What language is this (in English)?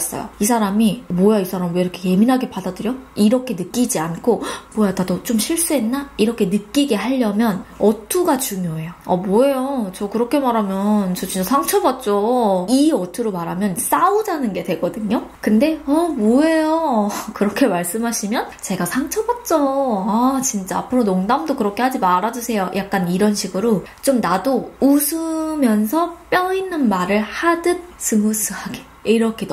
Korean